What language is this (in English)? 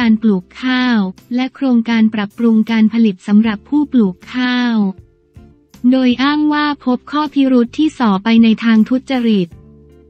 Thai